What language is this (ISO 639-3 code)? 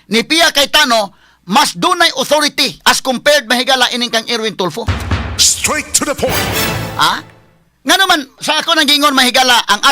ceb